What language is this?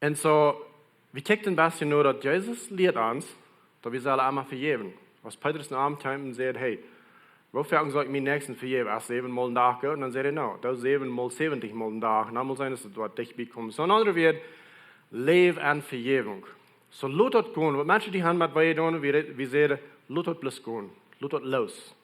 Plautdietsch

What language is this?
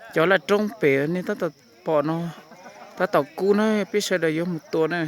Hmong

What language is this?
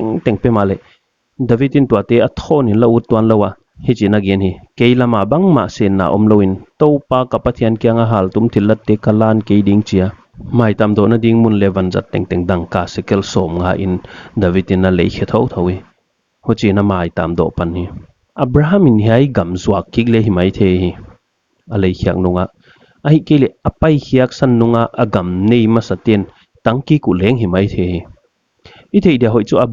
Paite Chin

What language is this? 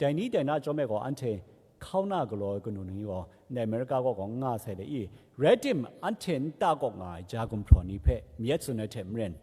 Kachin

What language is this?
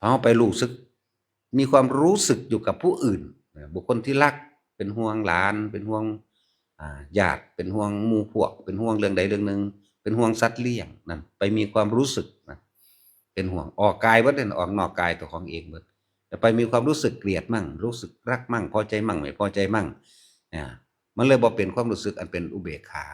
Northeastern Thai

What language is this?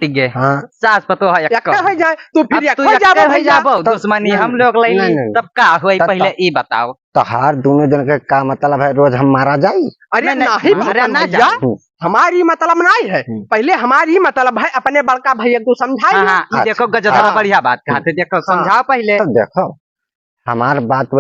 Awadhi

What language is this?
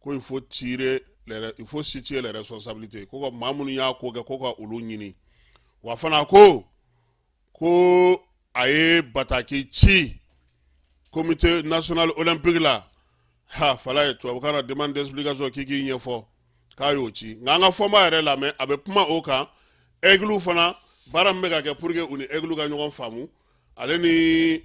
Bambara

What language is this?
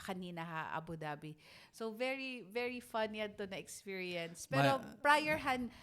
Waray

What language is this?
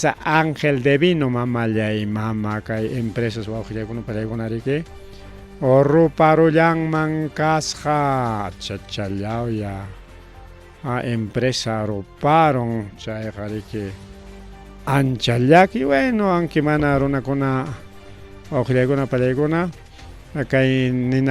Ayacucho Quechua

